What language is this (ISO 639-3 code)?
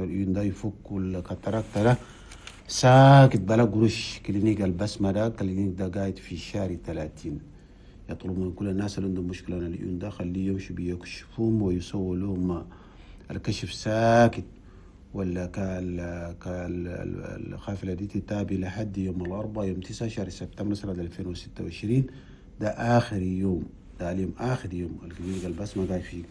shu